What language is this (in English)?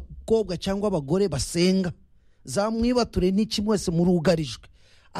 Kinyarwanda